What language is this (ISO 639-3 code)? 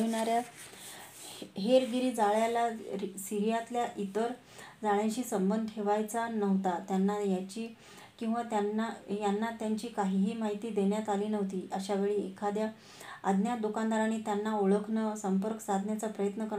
mar